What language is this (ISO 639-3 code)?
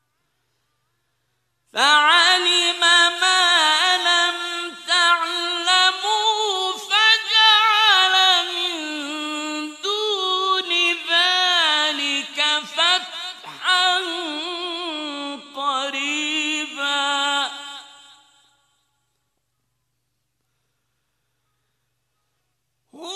ara